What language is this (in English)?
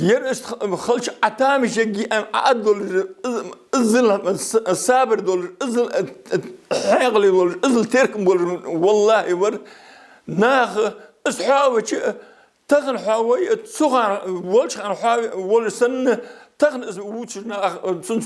Ingush